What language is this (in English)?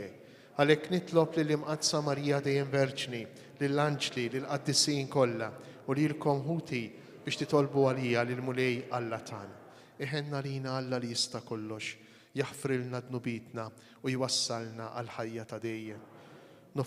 Maltese